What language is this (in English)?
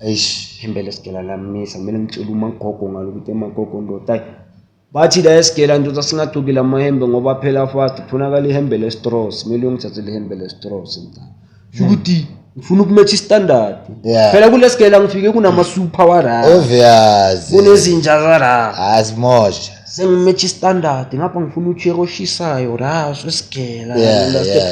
Zulu